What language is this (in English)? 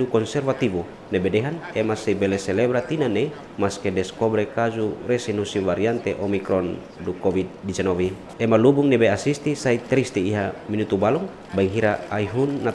Tetum